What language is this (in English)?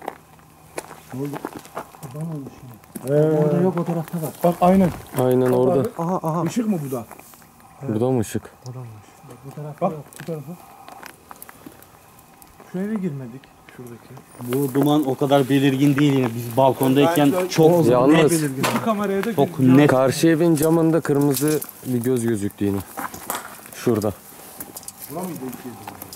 Turkish